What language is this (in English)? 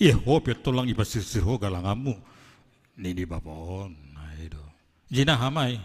Batak Simalungun